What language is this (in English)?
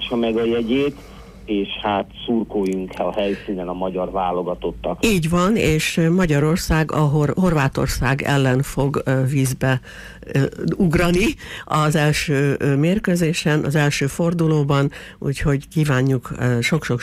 Hungarian